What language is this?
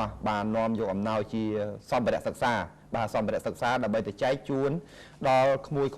Khmer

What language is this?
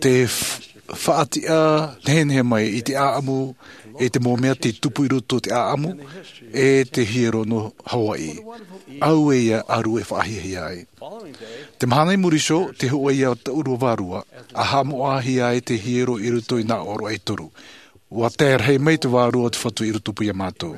Tahitian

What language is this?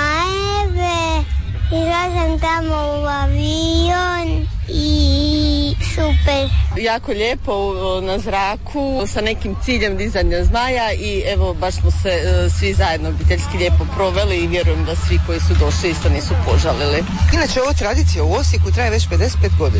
Croatian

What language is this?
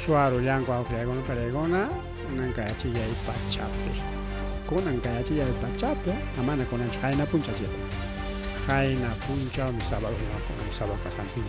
Ayacucho Quechua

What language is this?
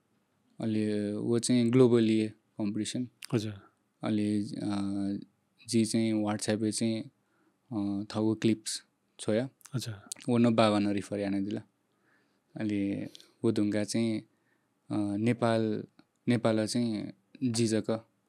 Newari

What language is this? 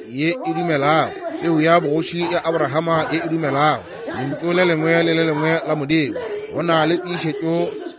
Northern Sotho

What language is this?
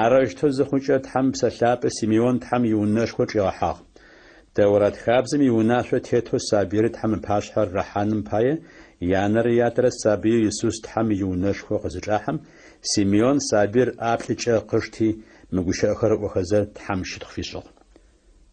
Adyghe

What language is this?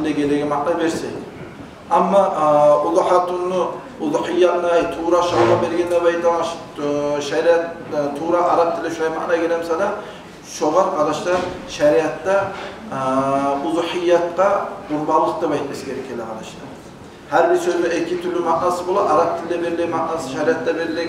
Kumyk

